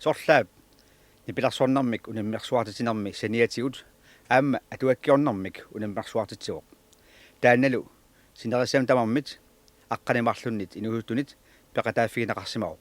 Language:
Kalaallisut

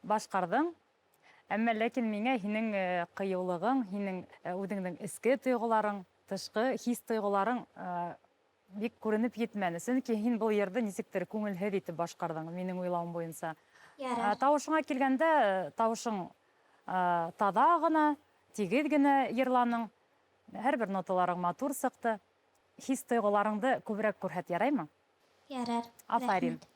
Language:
Bashkir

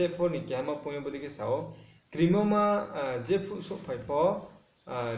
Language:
Riang (India)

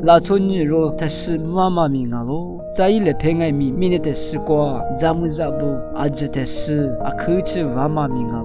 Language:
Lisu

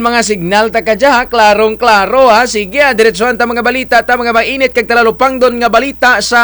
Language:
Kinaray-a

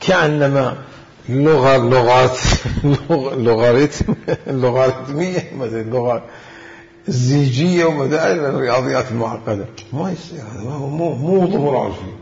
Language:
Mesopotamian Arabic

